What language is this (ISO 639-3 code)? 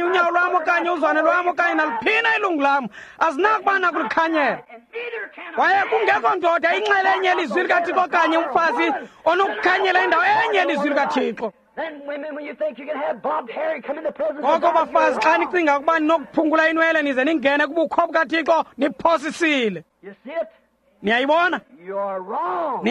xho